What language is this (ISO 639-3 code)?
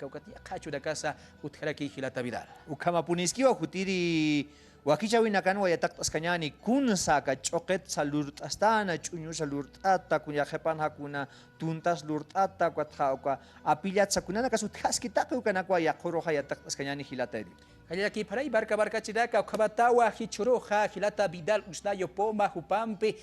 aym